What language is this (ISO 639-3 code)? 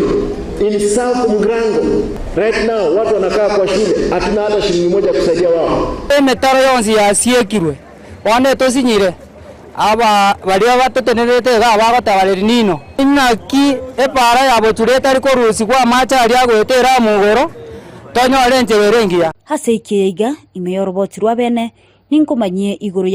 guz